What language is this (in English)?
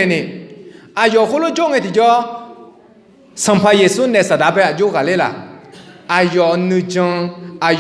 Akha